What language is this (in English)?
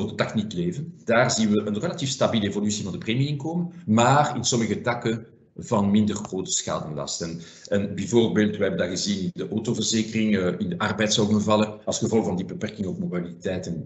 Dutch